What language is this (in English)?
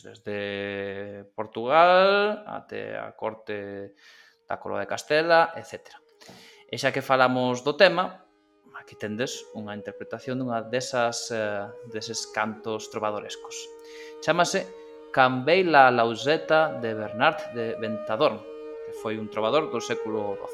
Galician